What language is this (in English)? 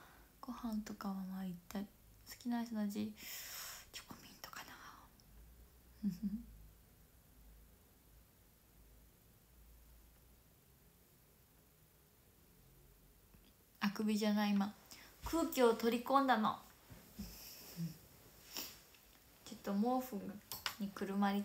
Japanese